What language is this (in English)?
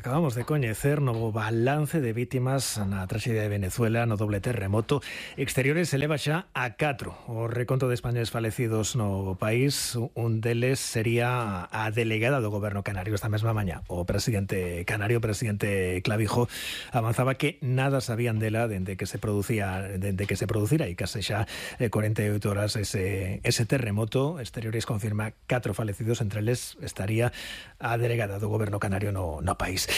Galician